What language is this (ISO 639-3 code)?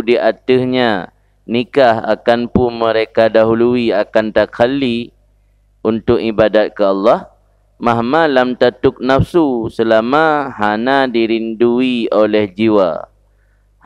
ace